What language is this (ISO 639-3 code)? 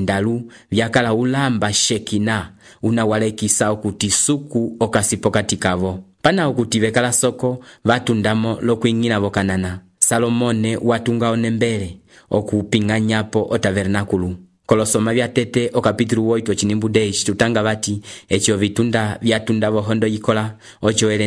umb